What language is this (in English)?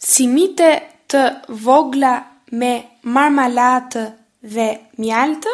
Albanian